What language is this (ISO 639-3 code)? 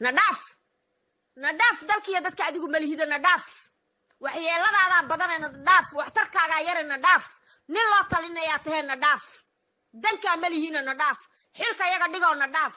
som